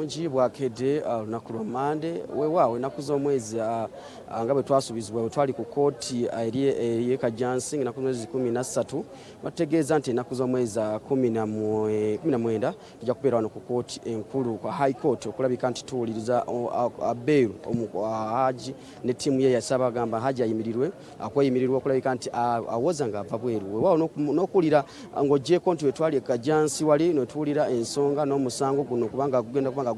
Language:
Ganda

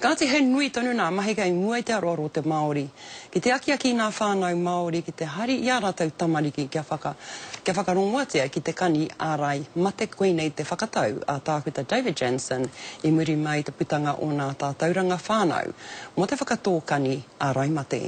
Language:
Māori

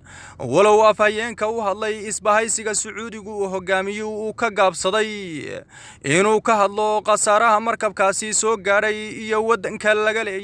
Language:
Somali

